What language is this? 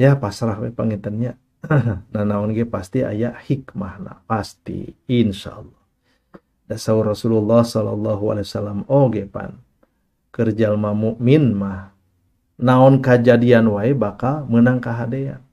Sundanese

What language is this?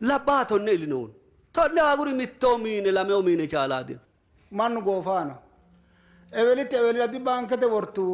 Sidamo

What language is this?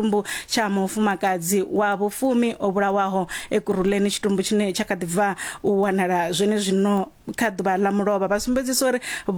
Venda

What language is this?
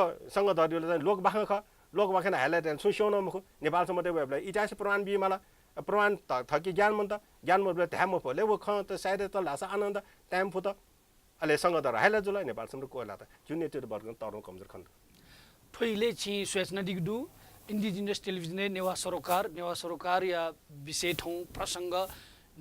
Newari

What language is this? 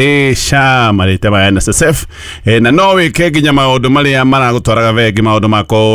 Kikuyu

